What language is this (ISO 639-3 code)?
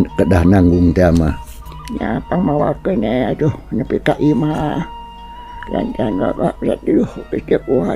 sun